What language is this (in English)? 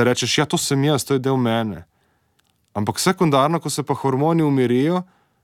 Slovenian